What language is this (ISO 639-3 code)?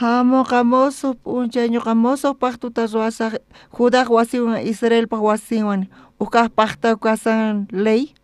quh